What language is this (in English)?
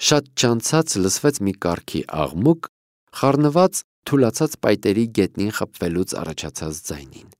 Armenian